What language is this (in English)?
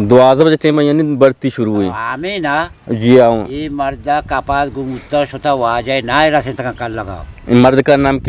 Eastern Balochi